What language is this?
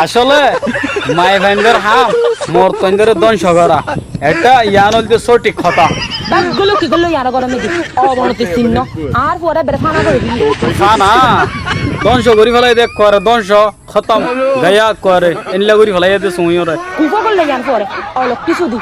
Rohingya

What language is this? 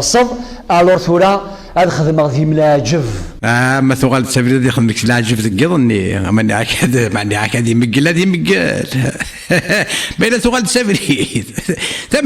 Kabyle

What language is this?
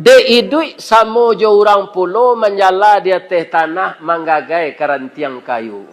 Minangkabau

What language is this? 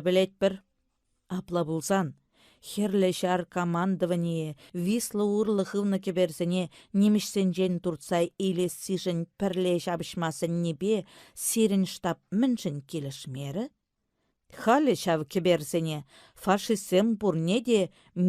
Chuvash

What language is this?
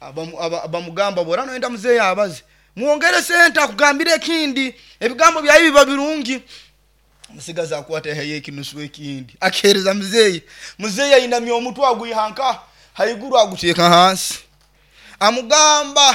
Nyoro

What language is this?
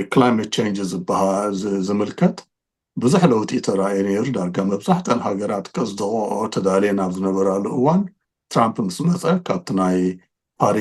Tigrinya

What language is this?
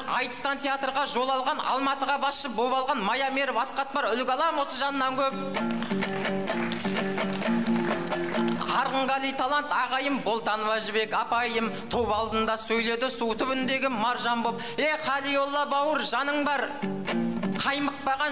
Kazakh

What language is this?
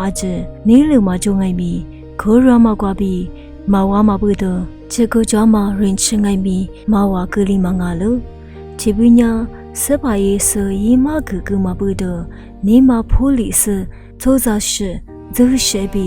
Lisu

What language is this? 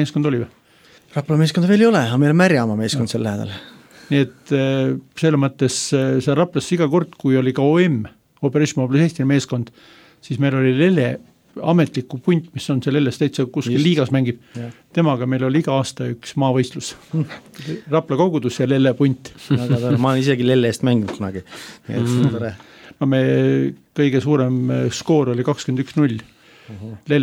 Estonian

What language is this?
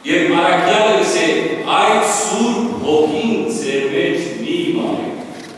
Western Armenian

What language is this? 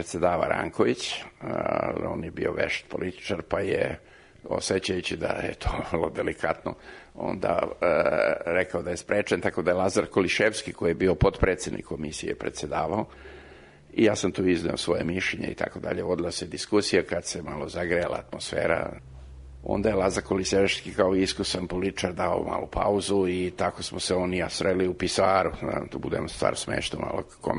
Serbian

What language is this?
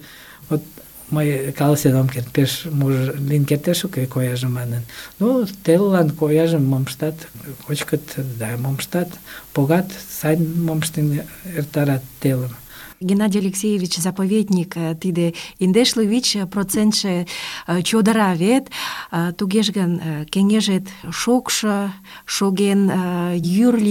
Mari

